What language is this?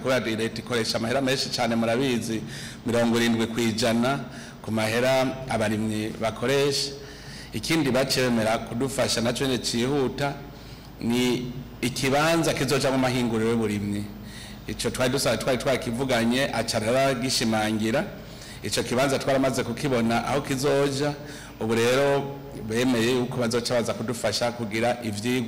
Rundi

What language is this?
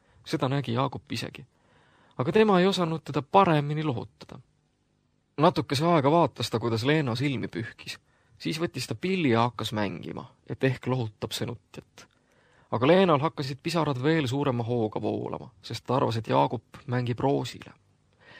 Estonian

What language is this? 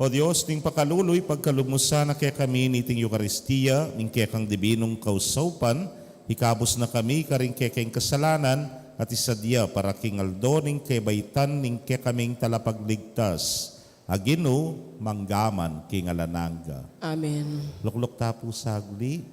Pampanga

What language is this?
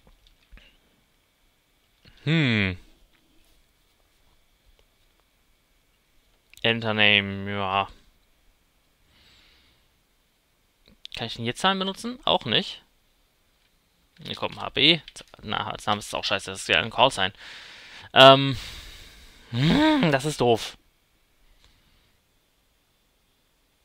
German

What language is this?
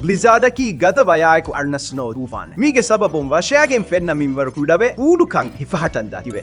Divehi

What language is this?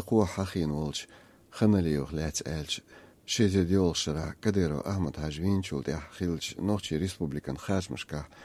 Chechen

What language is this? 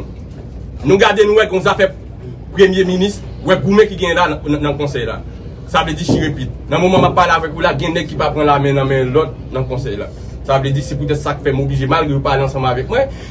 Haitian Creole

